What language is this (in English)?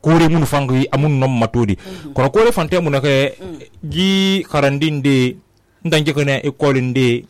Susu